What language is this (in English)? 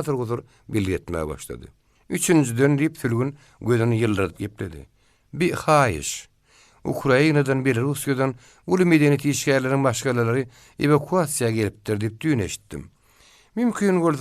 Turkmen